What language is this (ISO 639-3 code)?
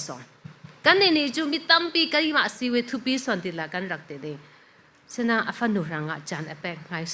cfm